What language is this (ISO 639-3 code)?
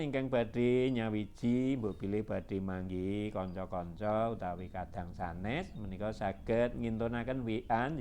jav